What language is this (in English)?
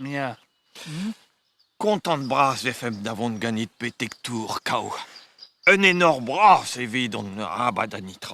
Breton